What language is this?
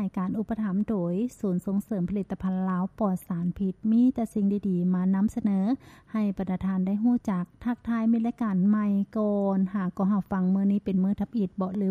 Lao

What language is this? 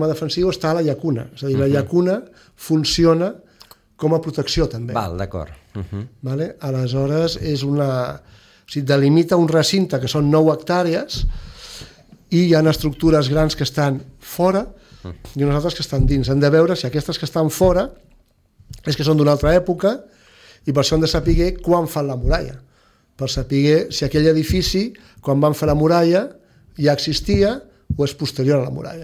Catalan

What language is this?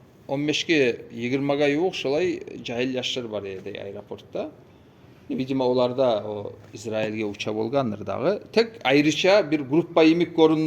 Kumyk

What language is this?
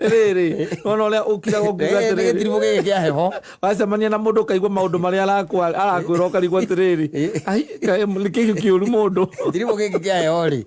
Kikuyu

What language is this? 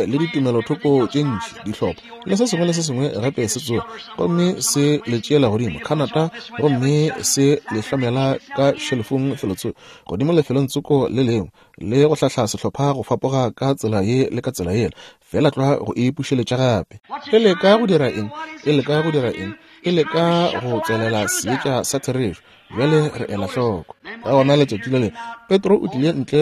Northern Sotho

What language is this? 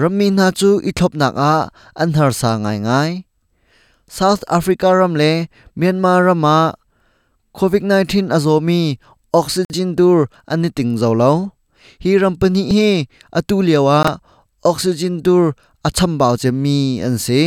Hakha Chin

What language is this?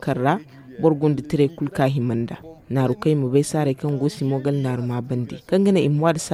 Zarma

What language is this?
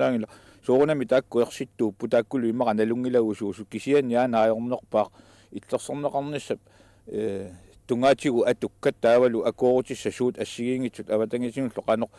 Kalaallisut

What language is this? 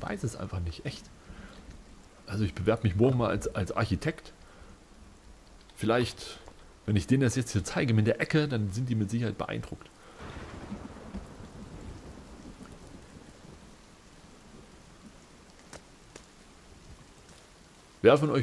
German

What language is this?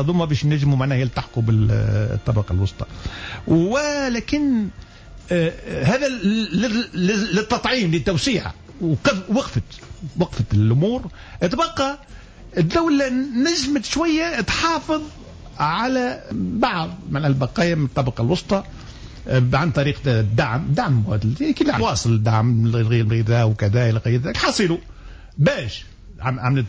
Tunisian Arabic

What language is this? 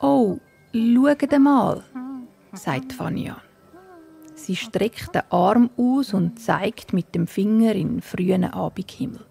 Swiss German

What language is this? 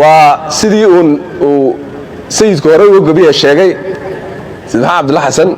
Somali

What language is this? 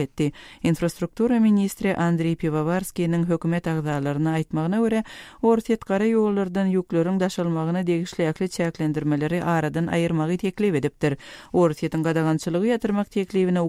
Turkmen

